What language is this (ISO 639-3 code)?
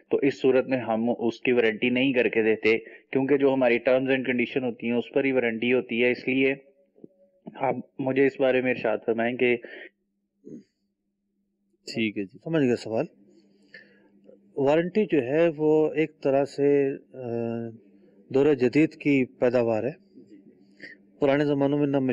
urd